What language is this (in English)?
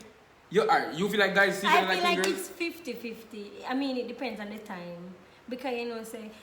Jamaican Creole English